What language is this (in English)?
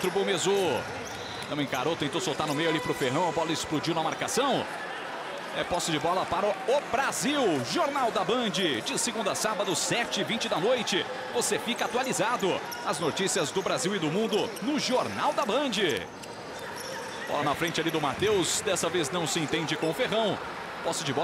Portuguese